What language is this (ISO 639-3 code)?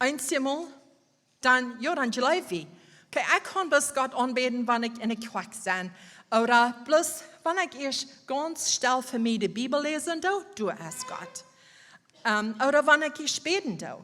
pdt